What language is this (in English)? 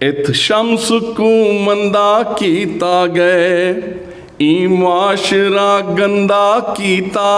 Saraiki